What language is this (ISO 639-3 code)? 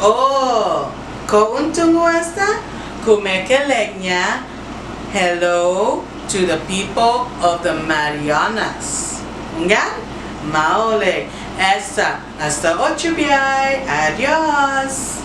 cha